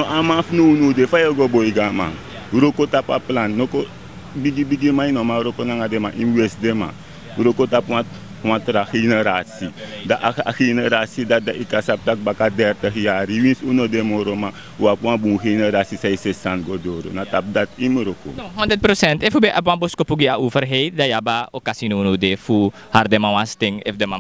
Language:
Sranan Tongo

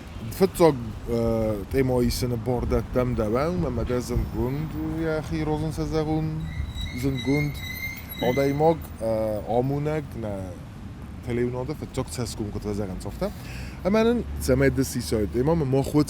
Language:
Ossetic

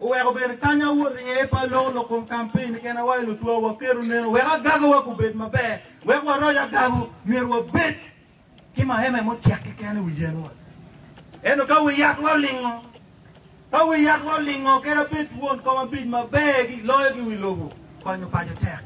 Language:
Acoli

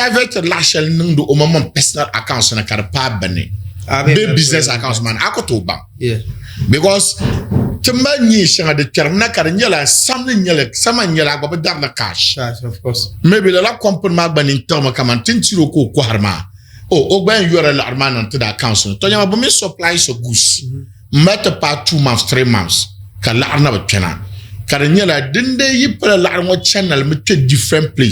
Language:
Dagbani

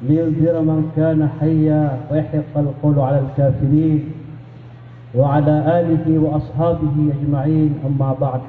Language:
Maranao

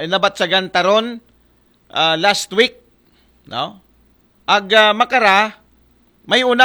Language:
Aklanon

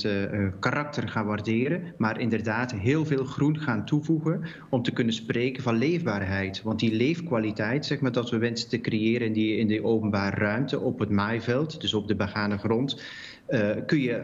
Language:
Dutch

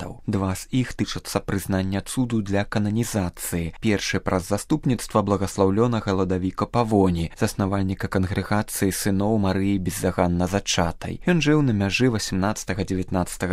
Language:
Belarusian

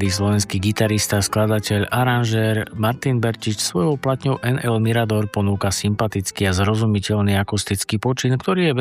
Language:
Slovak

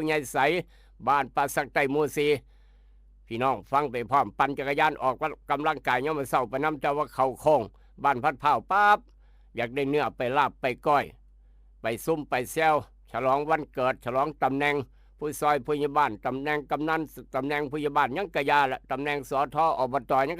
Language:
Northeastern Thai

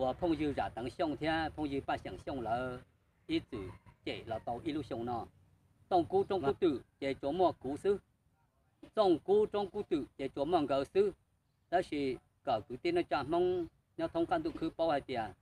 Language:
Hmong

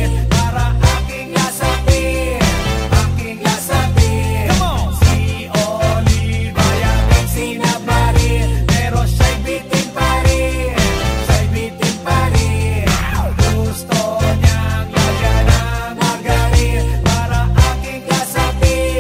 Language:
Filipino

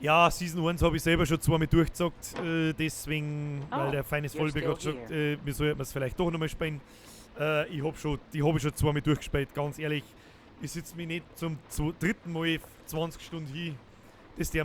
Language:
Bavarian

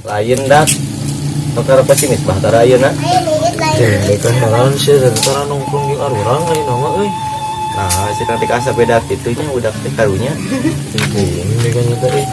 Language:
Sundanese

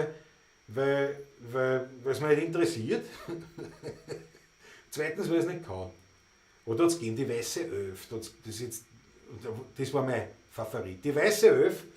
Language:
Bavarian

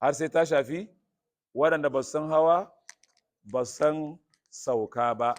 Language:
Hausa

